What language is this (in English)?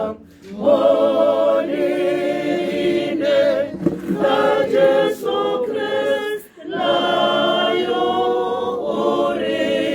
Tswana